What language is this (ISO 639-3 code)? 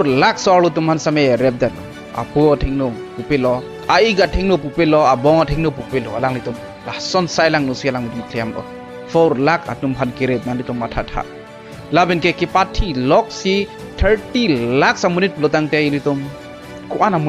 mjw